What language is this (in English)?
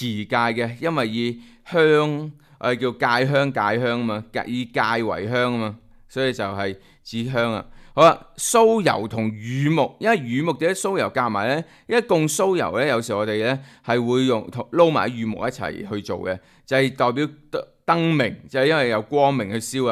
Cantonese